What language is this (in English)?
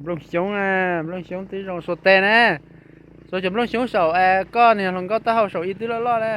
Hmong